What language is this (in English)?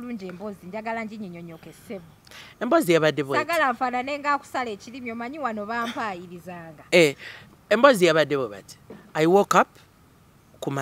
Ganda